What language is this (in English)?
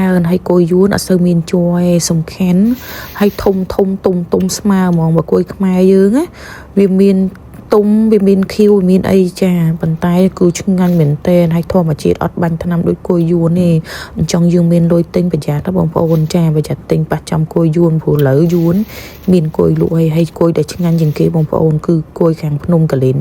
Khmer